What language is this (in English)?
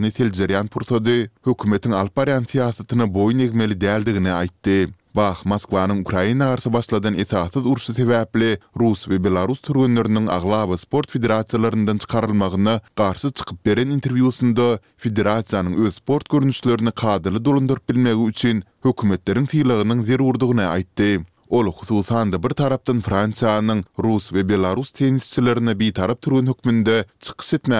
Turkmen